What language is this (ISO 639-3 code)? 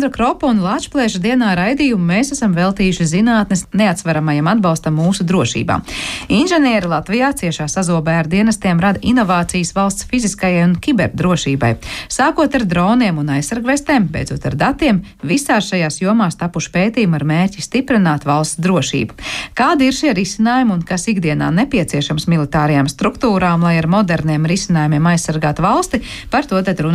lav